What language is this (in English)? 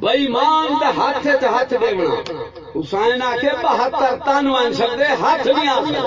Saraiki